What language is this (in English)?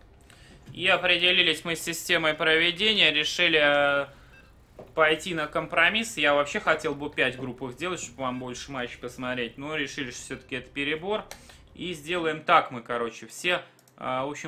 Russian